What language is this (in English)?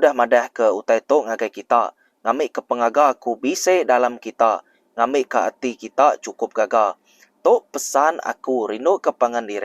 Iban